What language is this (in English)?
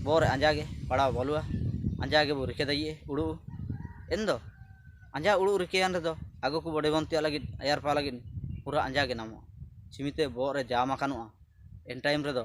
Ho